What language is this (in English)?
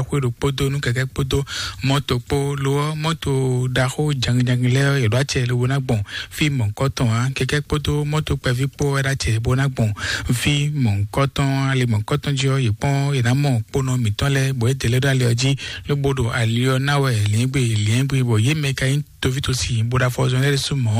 Fon